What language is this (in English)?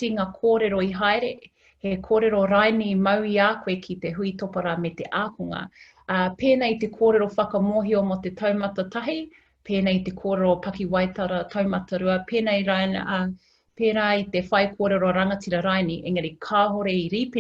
Māori